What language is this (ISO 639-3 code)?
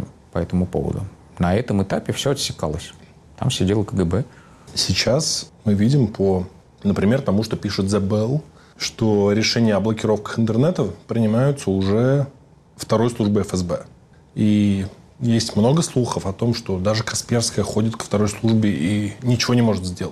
rus